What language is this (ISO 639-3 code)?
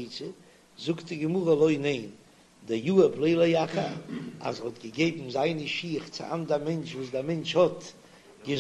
yid